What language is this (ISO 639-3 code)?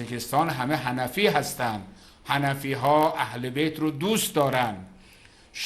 fas